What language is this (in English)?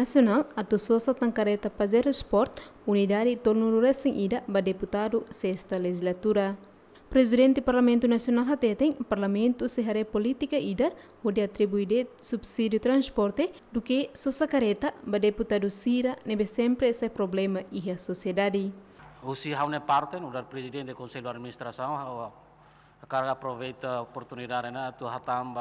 Tetum